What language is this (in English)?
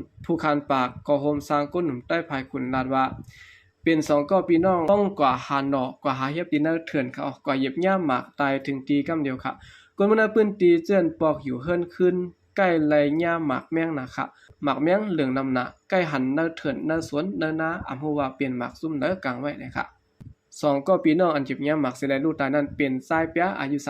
Shan